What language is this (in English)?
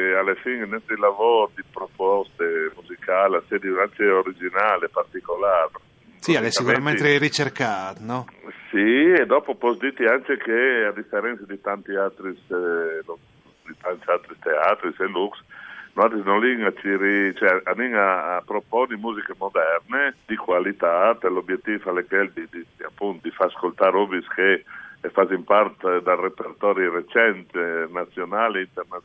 Friulian